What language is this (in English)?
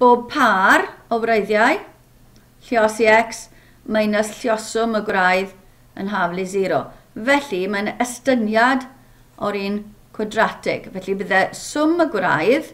Welsh